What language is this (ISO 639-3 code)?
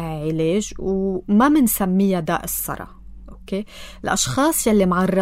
apc